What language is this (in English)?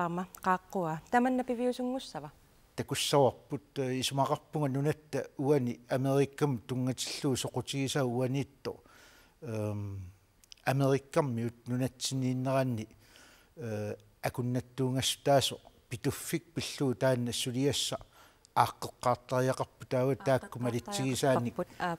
Kalaallisut